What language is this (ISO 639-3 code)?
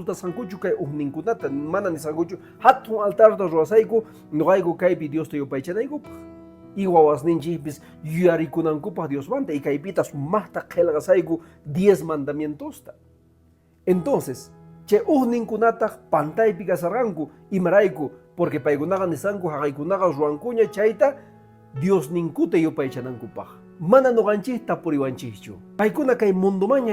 que